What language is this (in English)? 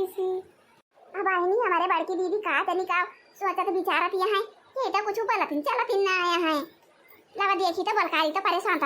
Awadhi